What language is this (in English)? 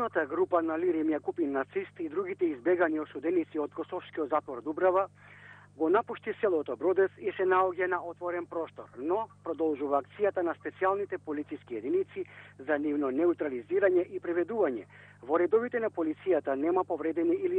Macedonian